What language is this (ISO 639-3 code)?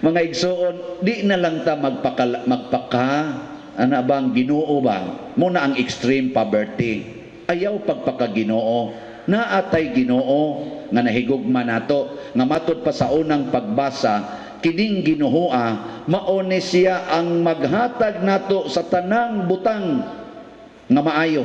ceb